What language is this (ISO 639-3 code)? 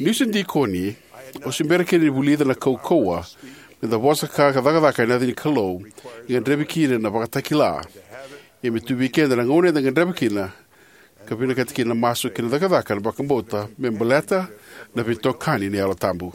fij